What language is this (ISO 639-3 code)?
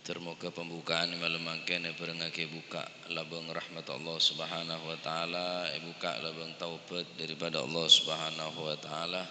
mad